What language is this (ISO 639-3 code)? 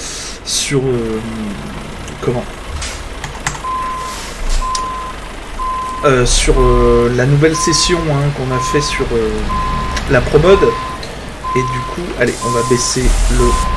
fra